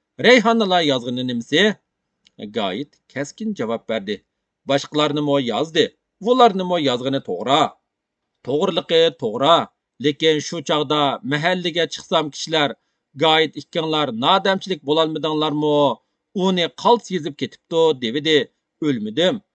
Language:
Uyghur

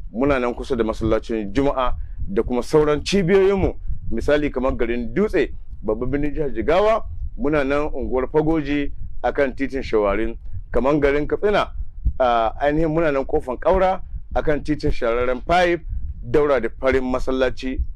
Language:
Hausa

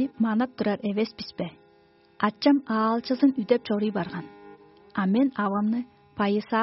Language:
Tuvinian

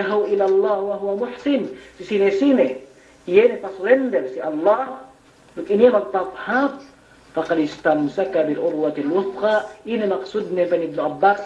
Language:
Yakan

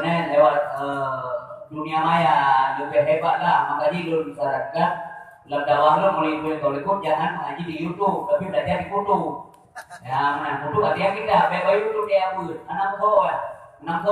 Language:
Achinese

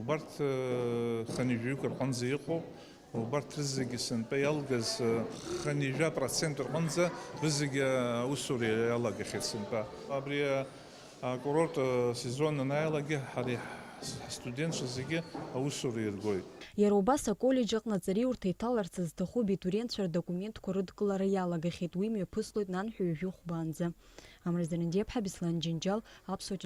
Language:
Abkhazian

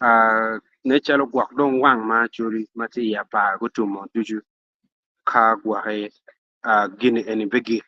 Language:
Acoli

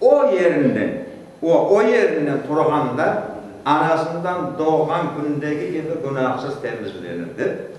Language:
Crimean Tatar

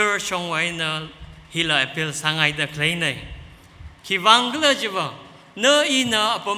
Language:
Tangkhul Naga (India)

